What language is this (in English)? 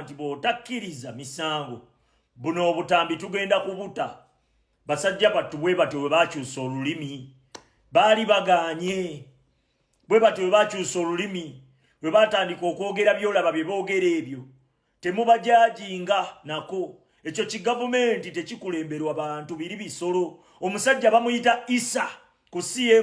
Ganda